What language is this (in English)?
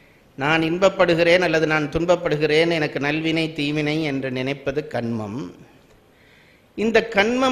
Tamil